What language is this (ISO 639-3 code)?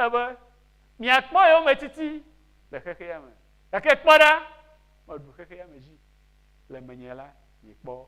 ewe